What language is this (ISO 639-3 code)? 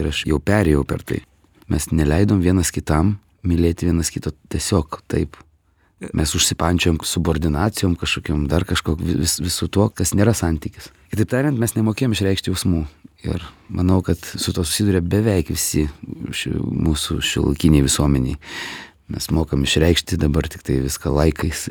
lit